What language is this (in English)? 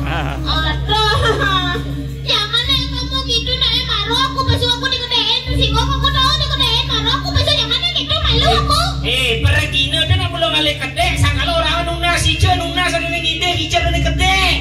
Balinese